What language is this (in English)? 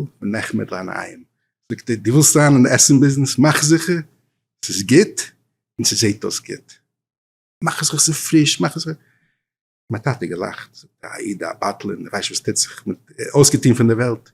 Yiddish